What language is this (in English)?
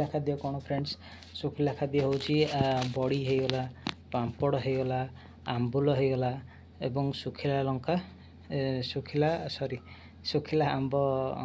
Odia